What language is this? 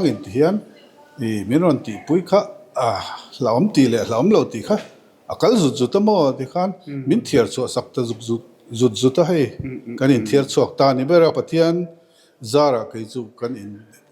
Mizo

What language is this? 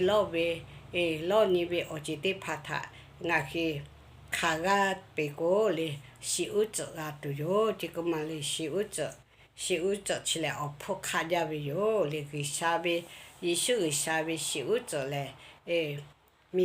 Lahu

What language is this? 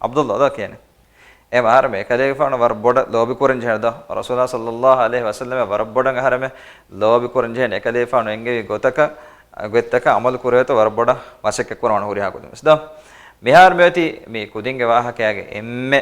Divehi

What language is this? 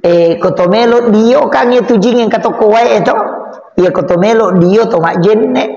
Buginese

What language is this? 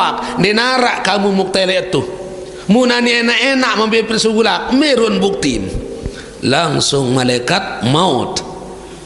Sasak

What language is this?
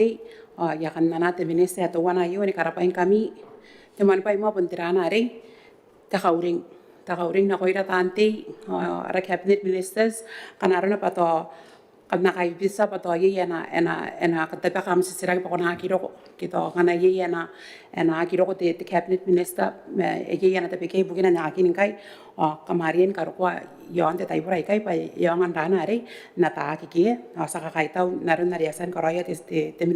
Gilbertese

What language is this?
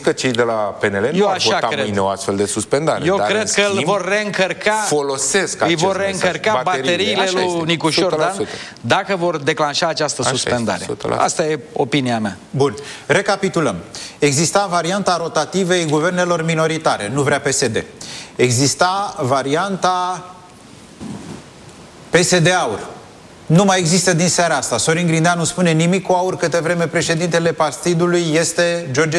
Romanian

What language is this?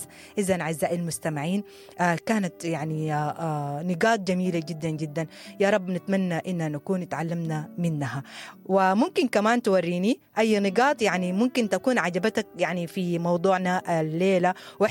Sudanese Arabic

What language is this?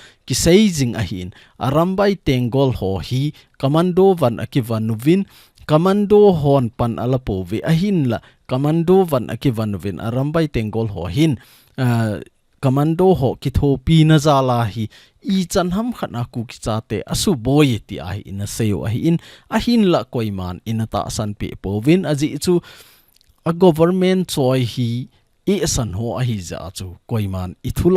Thado Chin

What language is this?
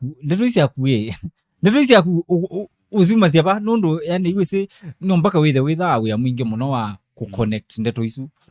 Kamba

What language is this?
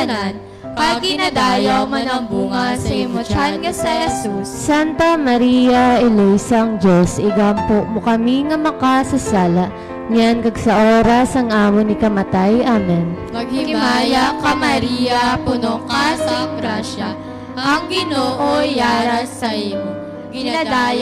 Hiligaynon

